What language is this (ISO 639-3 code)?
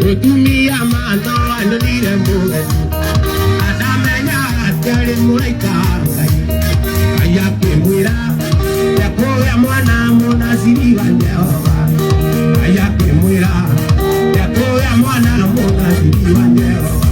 kik